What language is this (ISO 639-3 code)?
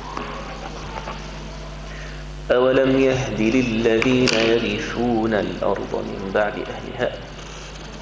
ara